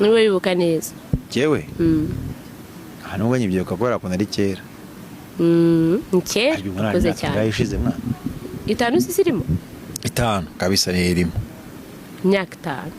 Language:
Kinyarwanda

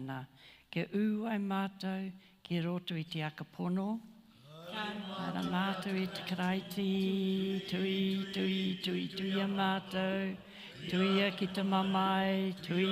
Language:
Māori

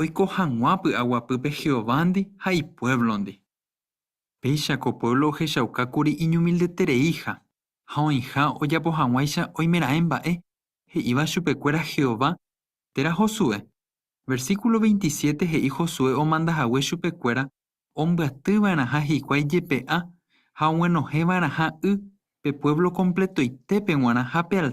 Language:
Guarani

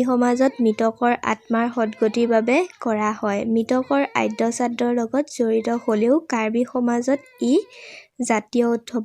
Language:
Assamese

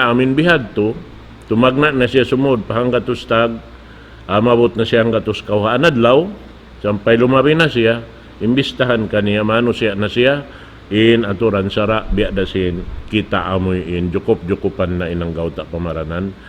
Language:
Tausug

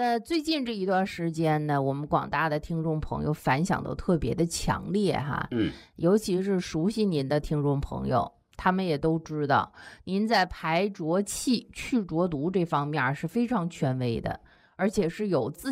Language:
Chinese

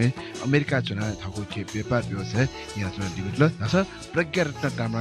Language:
Newari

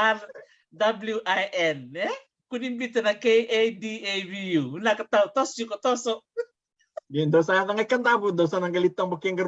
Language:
Fijian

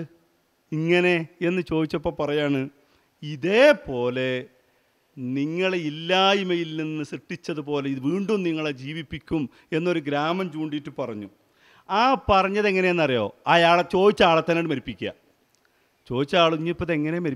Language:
Malayalam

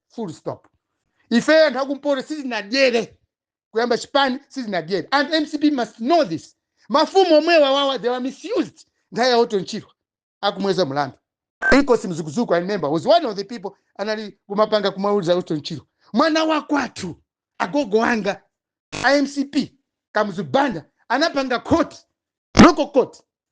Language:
Nyanja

